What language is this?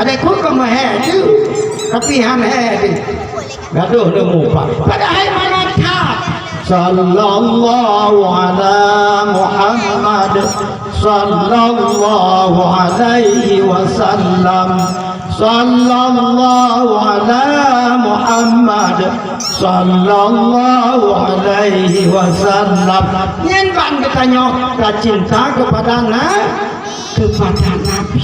Achinese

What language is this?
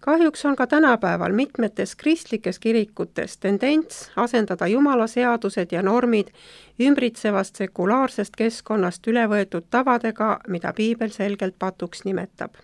Estonian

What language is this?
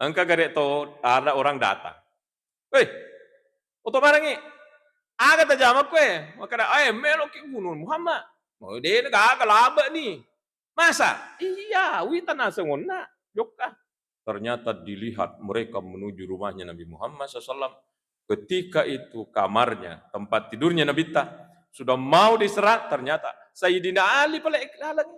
Buginese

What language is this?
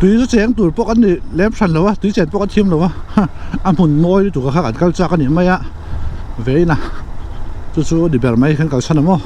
Mizo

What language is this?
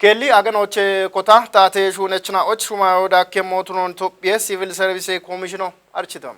Kafa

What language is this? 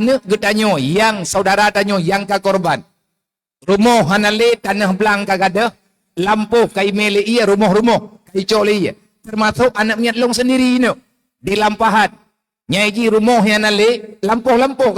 Achinese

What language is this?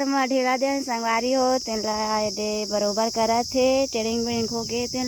Chhattisgarhi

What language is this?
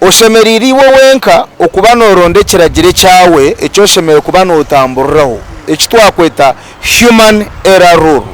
Nyankole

